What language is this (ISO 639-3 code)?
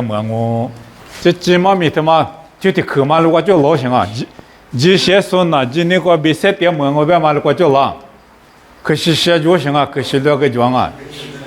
lis